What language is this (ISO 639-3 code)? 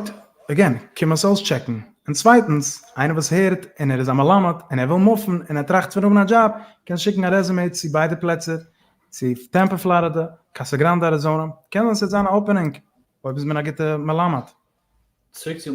yid